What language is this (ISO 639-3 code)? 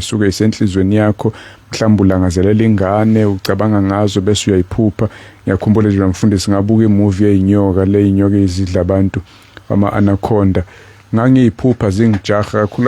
zul